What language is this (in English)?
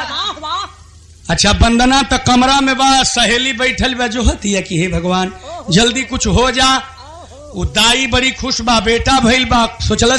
Bhojpuri